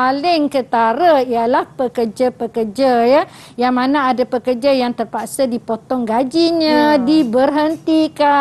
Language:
Malay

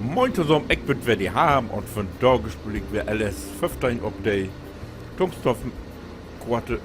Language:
Low German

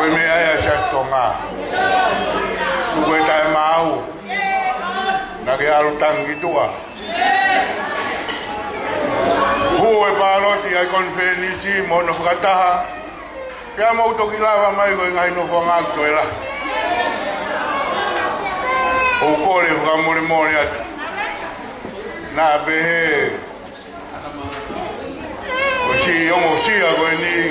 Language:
Tongan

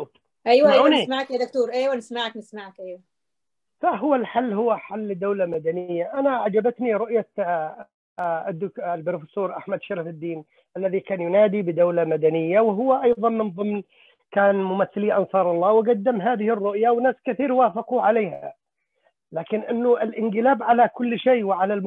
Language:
Arabic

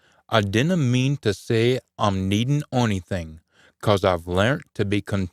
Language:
Scots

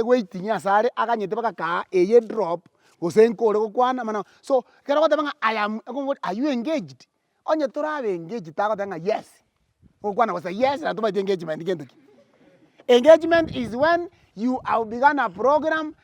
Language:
Gusii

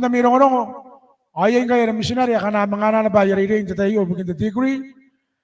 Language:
Gilbertese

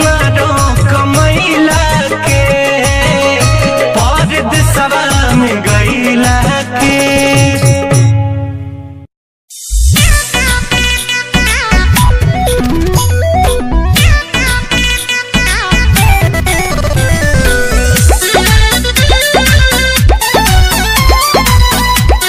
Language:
Bhojpuri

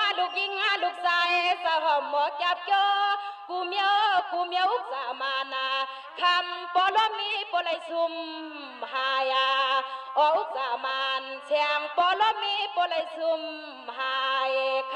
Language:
Shan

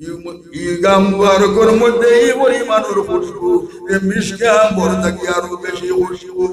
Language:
Sylheti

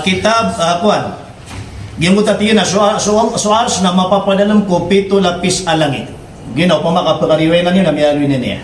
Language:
Maranao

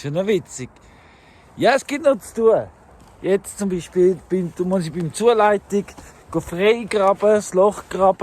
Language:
Swiss German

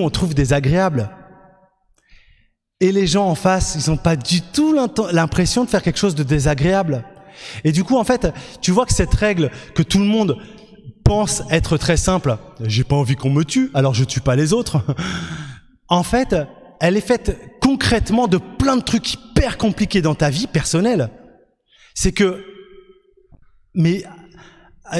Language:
French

